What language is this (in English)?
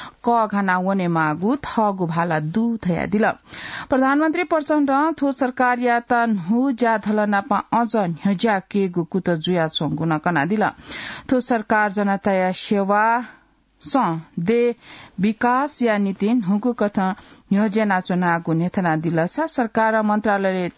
Newari